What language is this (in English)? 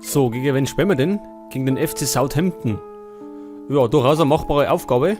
Bavarian